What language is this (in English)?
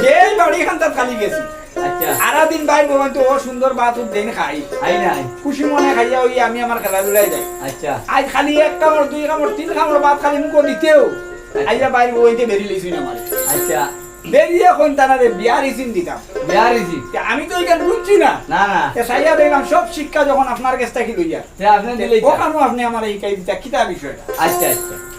Sylheti